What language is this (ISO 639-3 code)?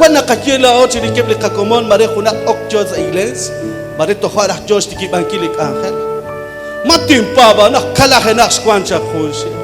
kek